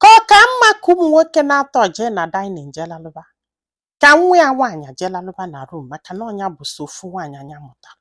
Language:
Igbo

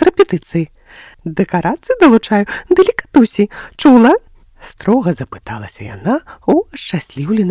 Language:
Belarusian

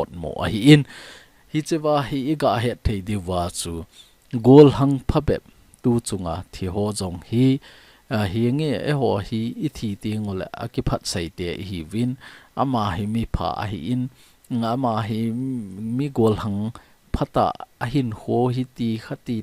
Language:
Thado Chin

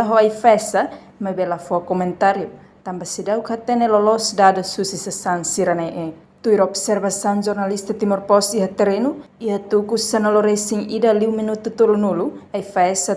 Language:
Tetum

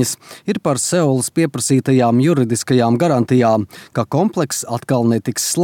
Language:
Latvian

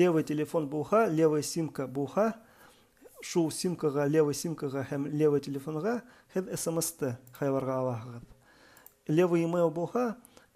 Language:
Bashkir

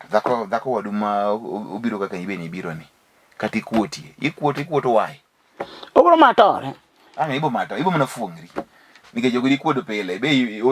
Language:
Luo (Kenya and Tanzania)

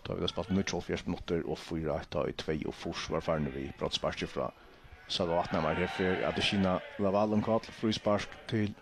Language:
Faroese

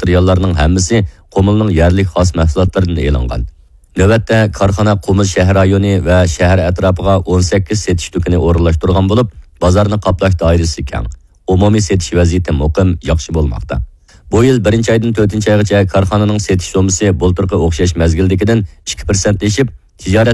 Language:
Uyghur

